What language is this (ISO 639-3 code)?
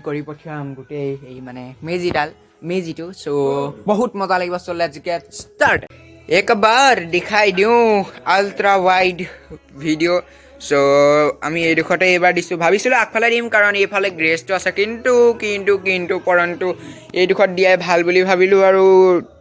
asm